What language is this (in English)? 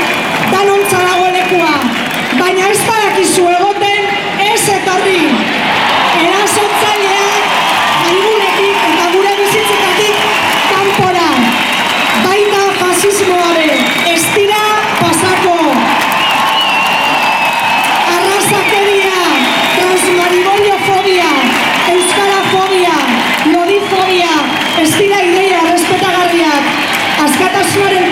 Basque